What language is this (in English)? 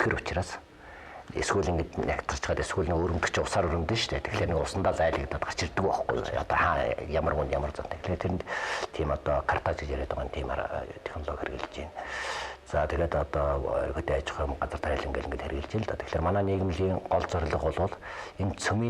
Mongolian